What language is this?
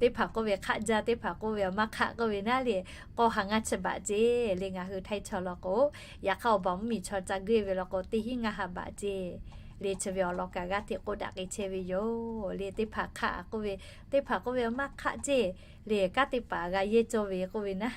Lahu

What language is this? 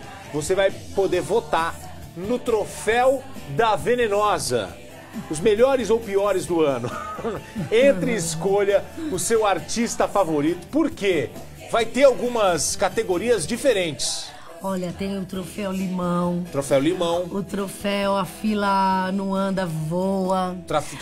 Portuguese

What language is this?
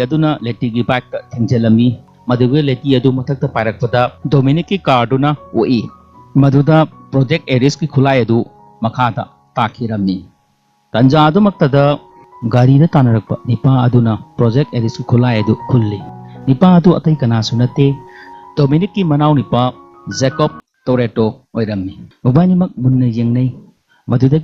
Manipuri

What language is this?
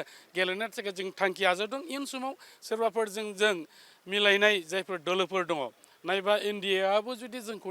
Bodo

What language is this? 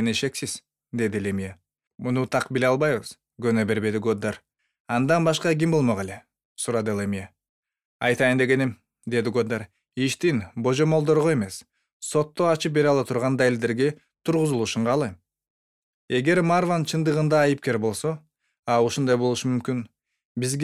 Kyrgyz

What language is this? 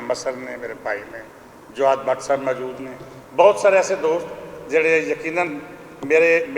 Western Panjabi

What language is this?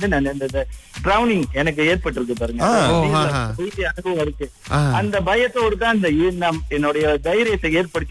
Tamil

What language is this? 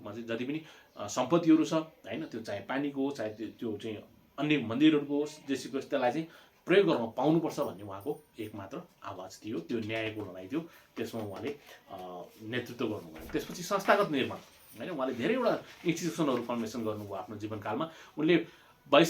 Nepali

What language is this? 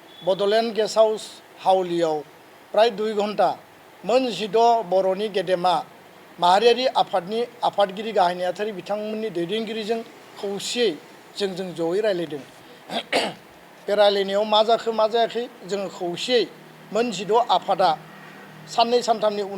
Bodo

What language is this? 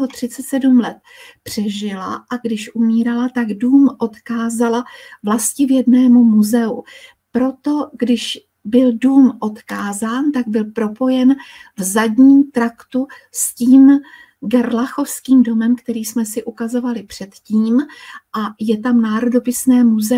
Czech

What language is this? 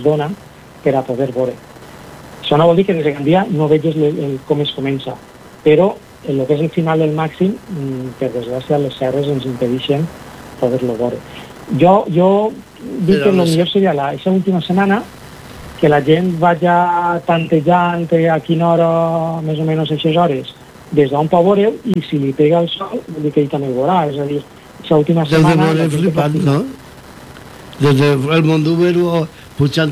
Catalan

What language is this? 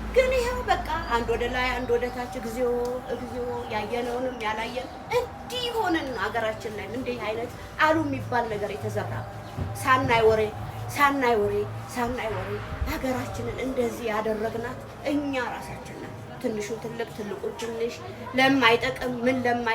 Amharic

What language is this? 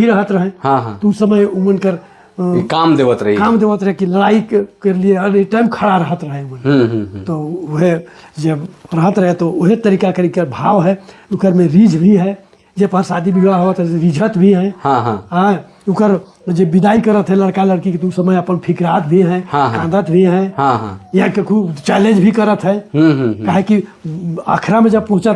Sadri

